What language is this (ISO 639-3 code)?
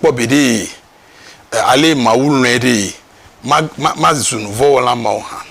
ewe